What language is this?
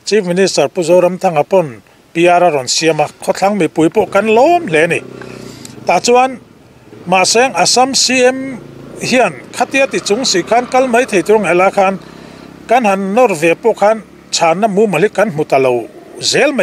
Mizo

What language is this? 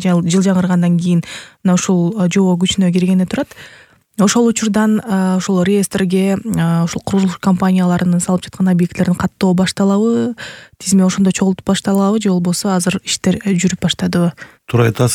Kyrgyz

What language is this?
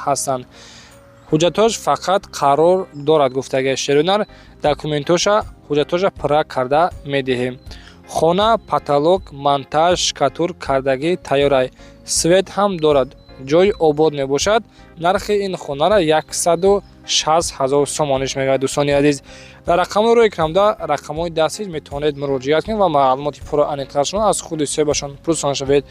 Tajik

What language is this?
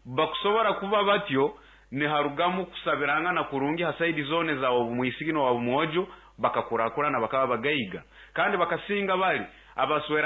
Nyoro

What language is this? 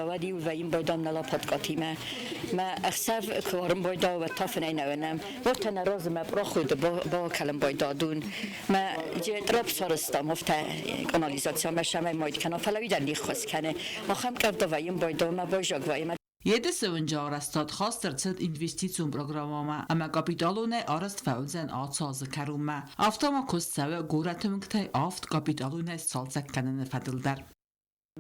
Ossetic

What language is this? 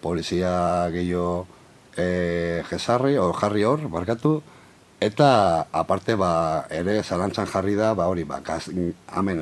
Basque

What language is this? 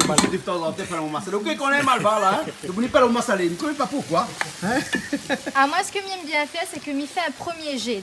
Réunion Creole French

